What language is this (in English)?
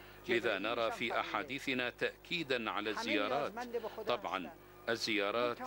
Arabic